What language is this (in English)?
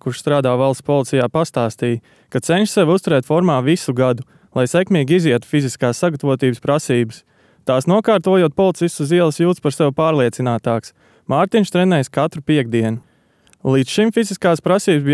Latvian